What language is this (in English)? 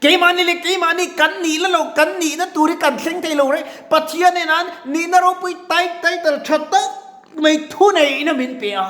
Mizo